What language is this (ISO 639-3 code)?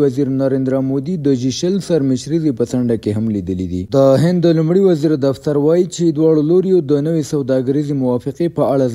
pus